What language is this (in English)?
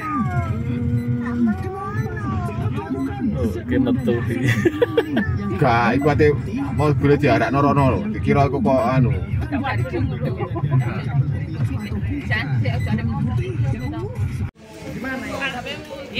Javanese